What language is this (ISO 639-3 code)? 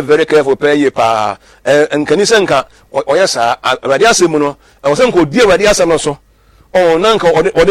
aka